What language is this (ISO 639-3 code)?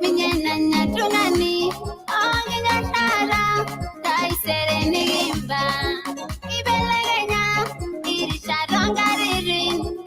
mas